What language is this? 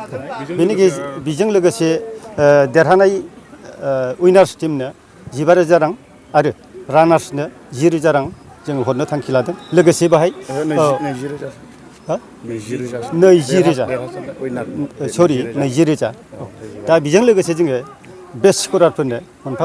Bodo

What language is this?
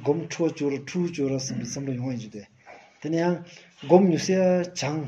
Stod Bhoti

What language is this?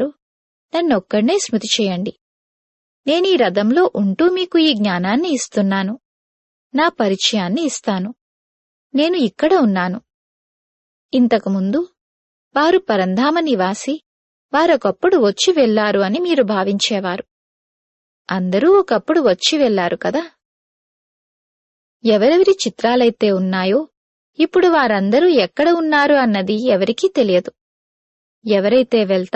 Telugu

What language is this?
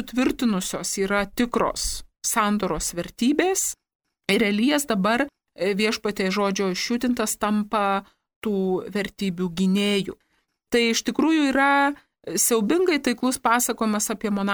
Lithuanian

